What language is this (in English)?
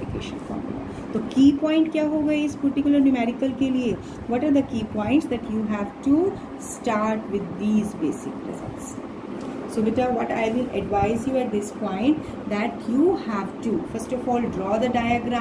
Hindi